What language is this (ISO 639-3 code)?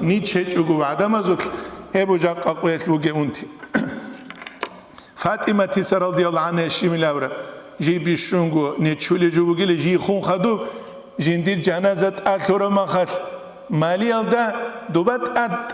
ava